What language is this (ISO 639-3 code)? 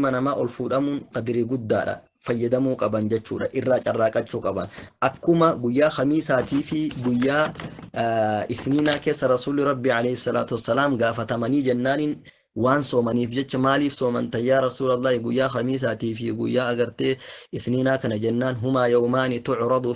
orm